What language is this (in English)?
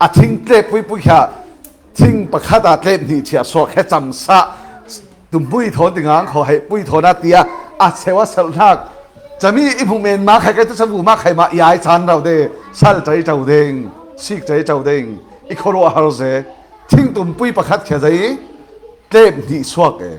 Falam Chin